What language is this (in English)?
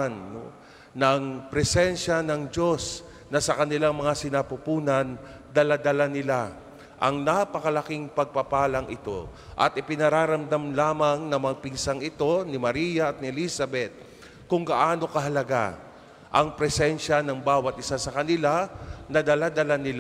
Filipino